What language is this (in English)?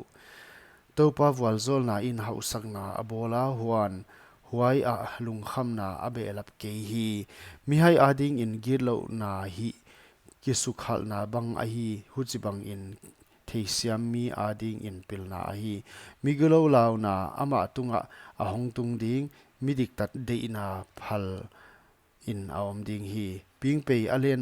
Paite Chin